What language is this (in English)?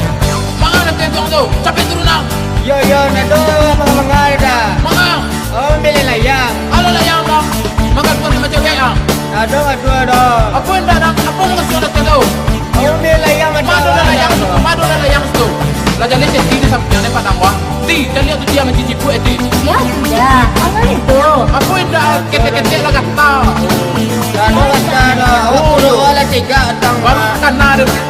Minangkabau